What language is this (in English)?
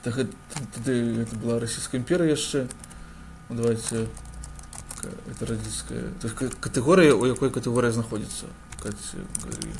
Belarusian